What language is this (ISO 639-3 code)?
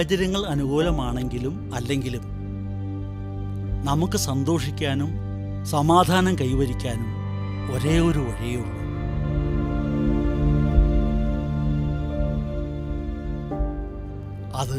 mal